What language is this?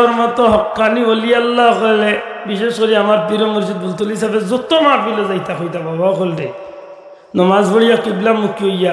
Sylheti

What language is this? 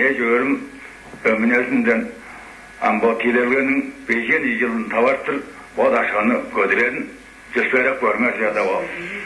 Tuvinian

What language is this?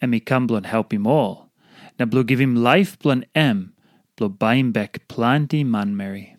Tok Pisin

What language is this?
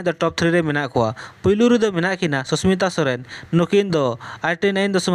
Santali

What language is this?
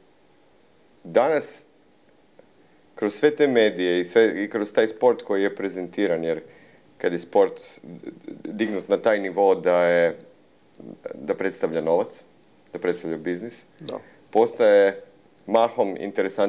Croatian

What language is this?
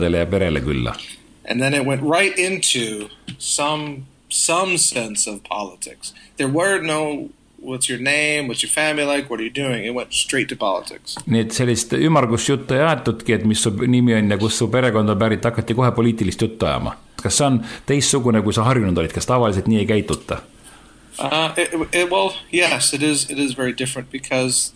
Estonian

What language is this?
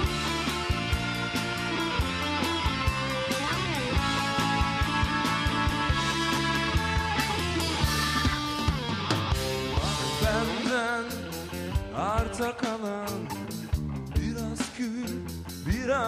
Turkish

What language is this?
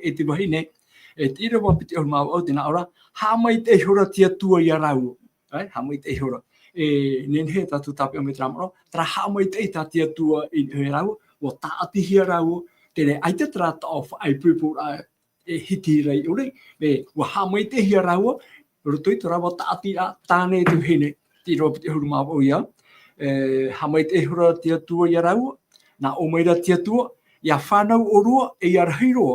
Tahitian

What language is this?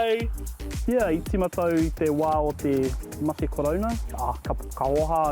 Māori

